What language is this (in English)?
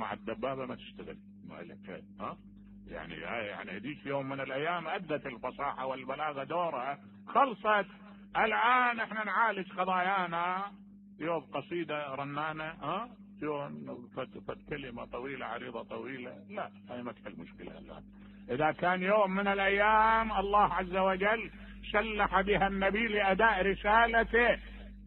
Mesopotamian Arabic